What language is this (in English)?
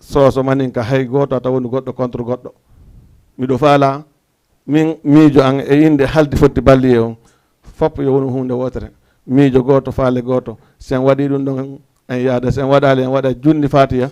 Fula